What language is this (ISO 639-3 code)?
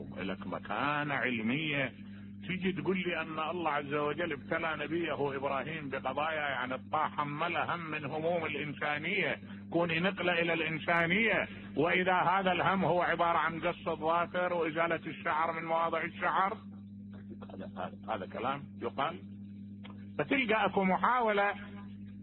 acm